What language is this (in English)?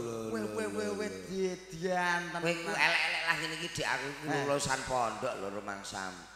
Javanese